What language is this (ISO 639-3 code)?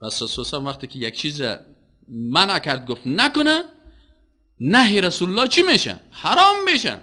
fas